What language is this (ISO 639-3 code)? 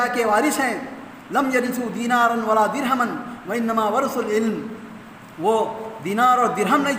urd